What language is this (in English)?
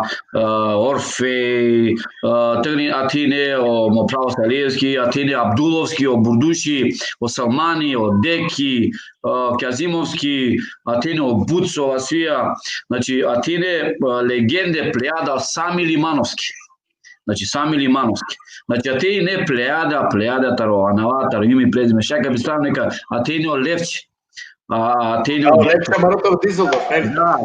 Balkan Romani